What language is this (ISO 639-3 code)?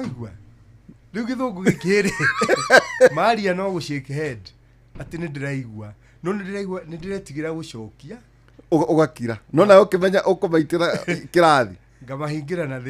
kik